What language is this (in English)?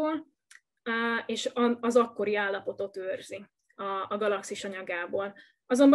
Hungarian